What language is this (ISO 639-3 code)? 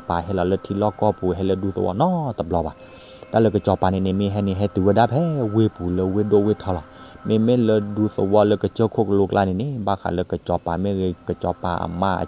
ksw